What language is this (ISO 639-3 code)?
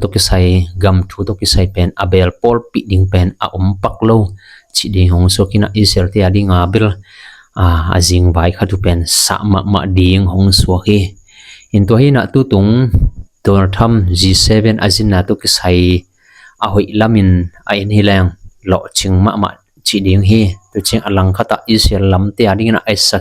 ctd